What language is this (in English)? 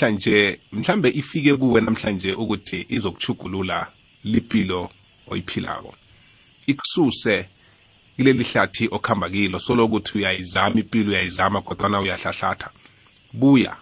South Ndebele